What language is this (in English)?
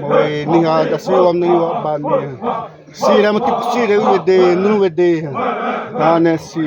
Xavánte